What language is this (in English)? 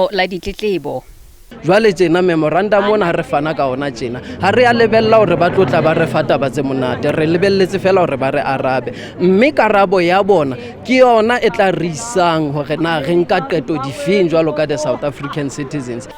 Southern Sotho